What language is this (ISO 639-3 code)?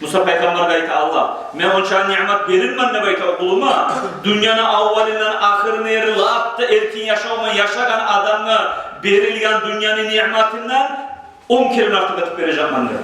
kum